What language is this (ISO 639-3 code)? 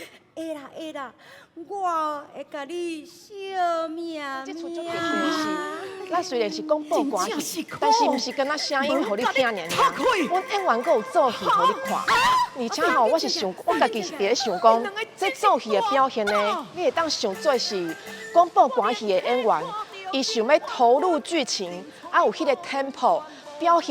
nan